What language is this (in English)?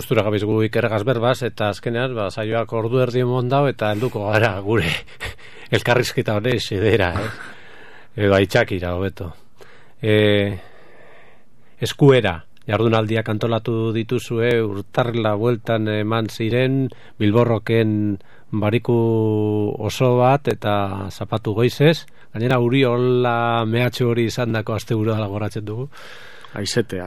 Basque